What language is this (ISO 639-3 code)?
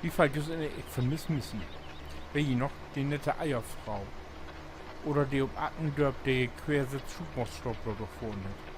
nds